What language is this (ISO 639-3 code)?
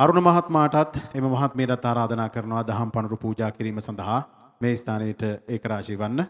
sin